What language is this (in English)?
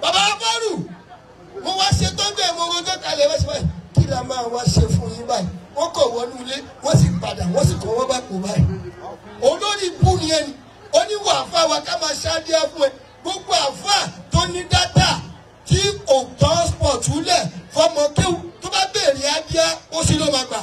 Yoruba